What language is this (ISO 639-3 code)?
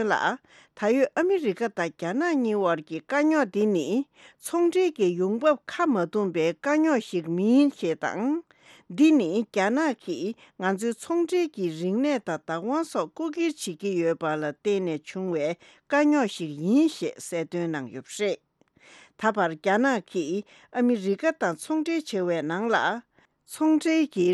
bod